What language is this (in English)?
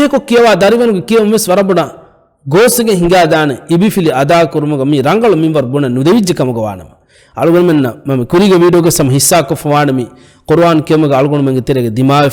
Divehi